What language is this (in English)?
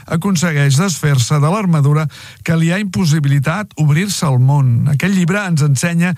Catalan